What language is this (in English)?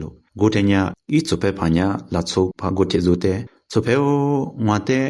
Lisu